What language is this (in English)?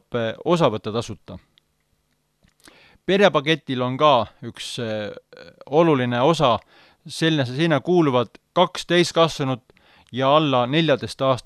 Estonian